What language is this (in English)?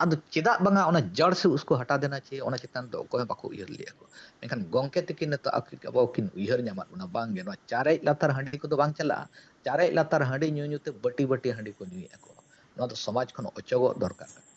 Santali